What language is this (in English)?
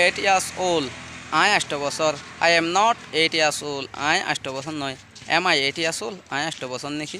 Rohingya